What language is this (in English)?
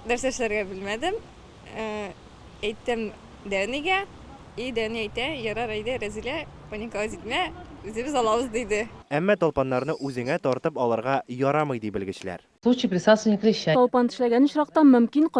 Tatar